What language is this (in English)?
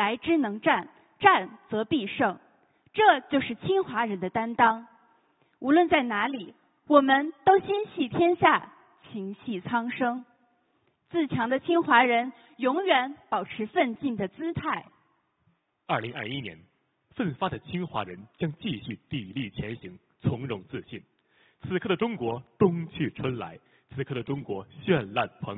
Chinese